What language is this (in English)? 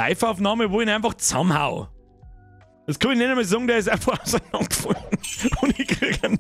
Bavarian